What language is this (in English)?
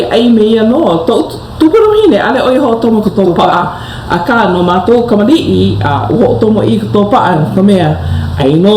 Hawaiian